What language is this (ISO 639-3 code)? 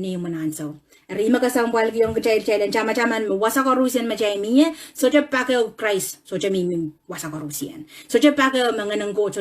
pon